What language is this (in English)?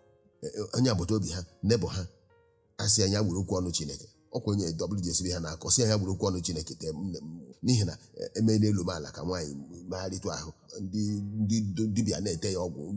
Igbo